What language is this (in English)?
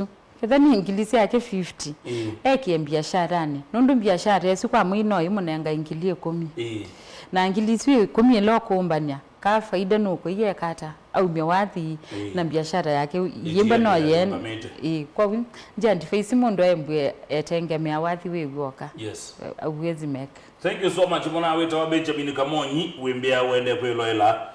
Kamba